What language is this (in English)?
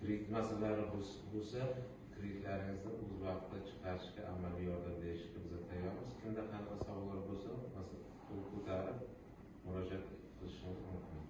Uzbek